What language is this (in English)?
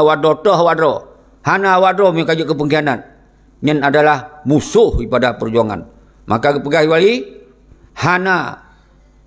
Achinese